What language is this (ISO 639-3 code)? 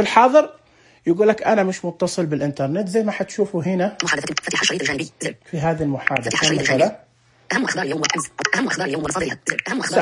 ars